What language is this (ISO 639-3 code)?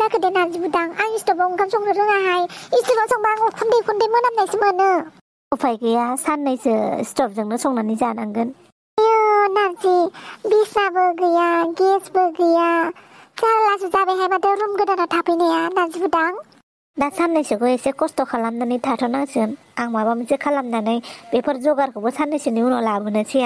brx